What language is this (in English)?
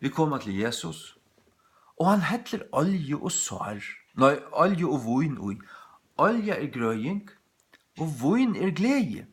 Faroese